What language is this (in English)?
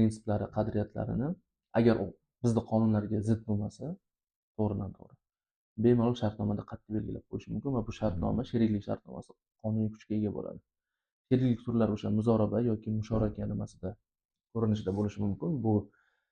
Uzbek